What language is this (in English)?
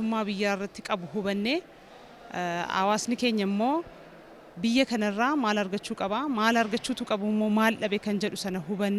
Oromo